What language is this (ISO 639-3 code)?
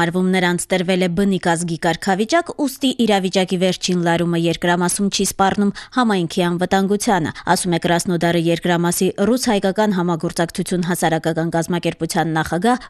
hye